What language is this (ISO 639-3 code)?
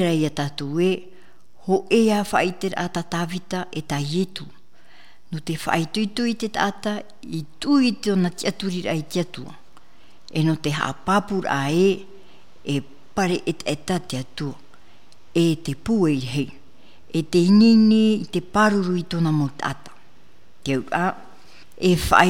tah